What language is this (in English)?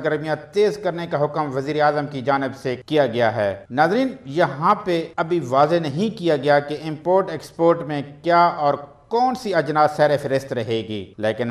Urdu